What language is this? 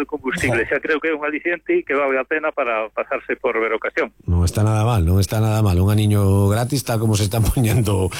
Galician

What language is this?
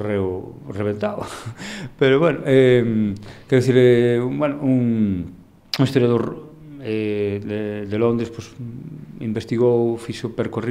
Galician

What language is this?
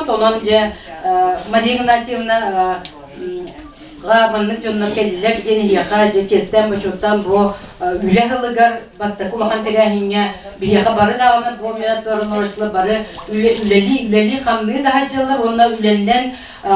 Yakut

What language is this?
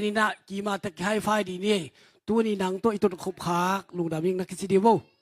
Tedim Chin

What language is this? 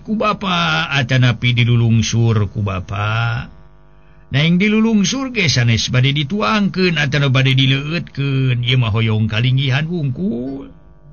Sundanese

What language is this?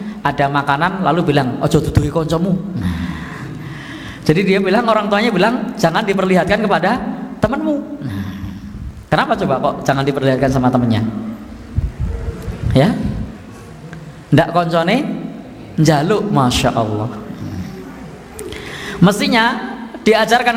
Indonesian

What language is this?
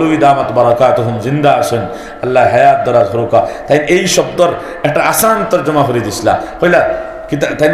Sylheti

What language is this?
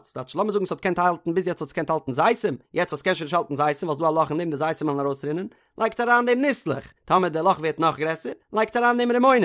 Yiddish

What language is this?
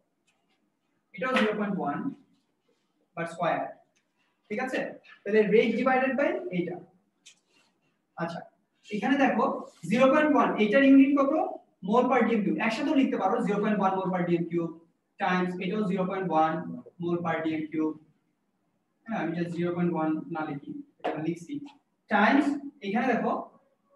Bangla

